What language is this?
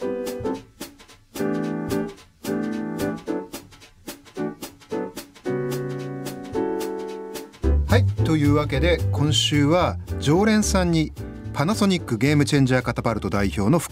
Japanese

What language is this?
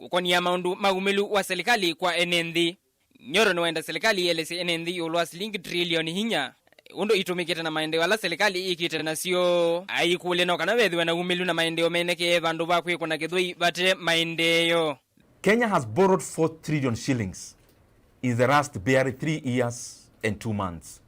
Kamba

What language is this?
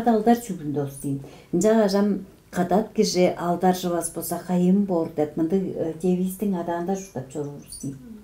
Tuvinian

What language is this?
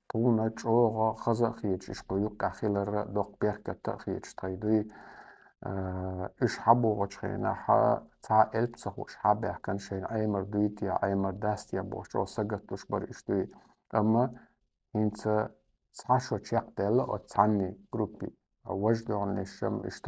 Chechen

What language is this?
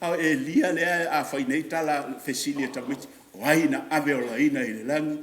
Samoan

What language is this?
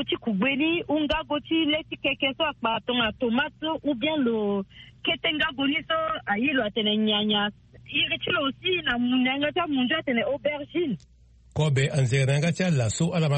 Sango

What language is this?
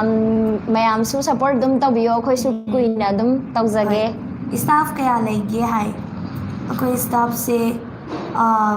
Manipuri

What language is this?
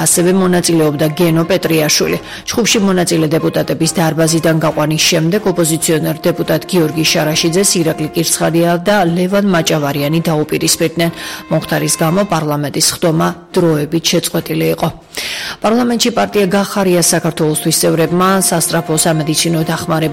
Georgian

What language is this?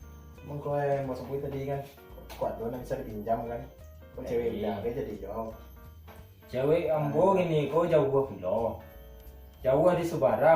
Minangkabau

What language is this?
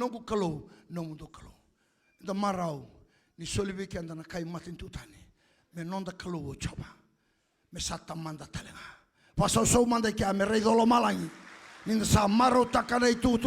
Fijian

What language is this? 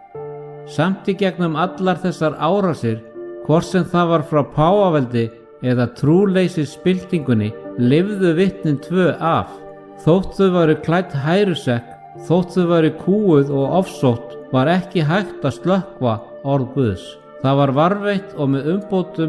Icelandic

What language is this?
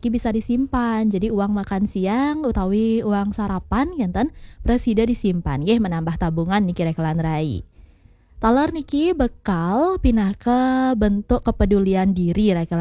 Balinese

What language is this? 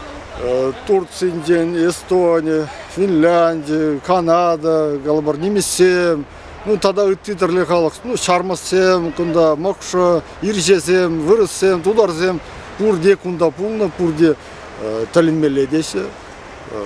Chuvash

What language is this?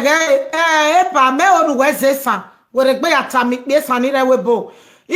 Nigerian Pidgin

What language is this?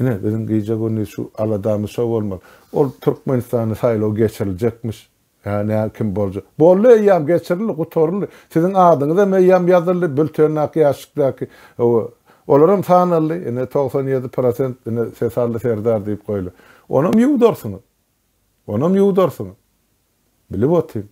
Turkmen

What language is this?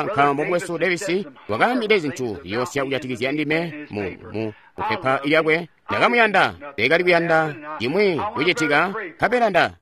Tonga (Zambia)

